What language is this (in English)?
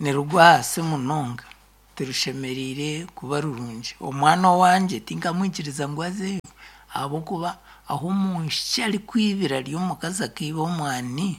Nyankole